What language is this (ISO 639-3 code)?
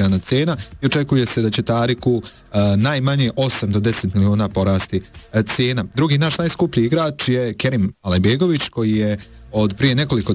bos